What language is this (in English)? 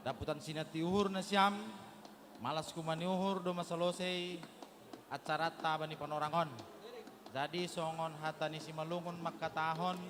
Batak Simalungun